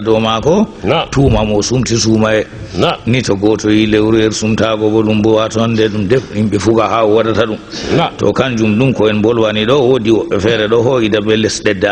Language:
Fula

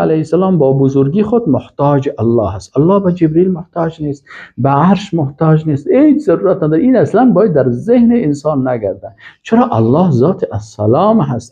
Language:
Persian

